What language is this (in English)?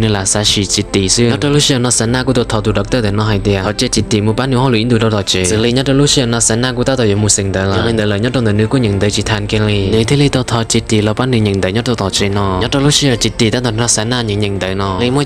Hmong